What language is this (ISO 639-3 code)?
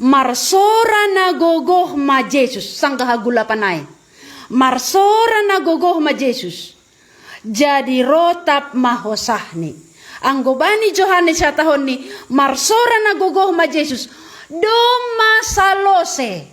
bts